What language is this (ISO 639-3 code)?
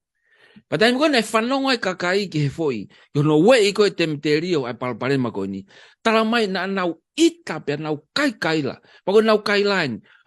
ton